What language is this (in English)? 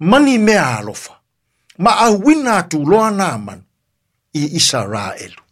Samoan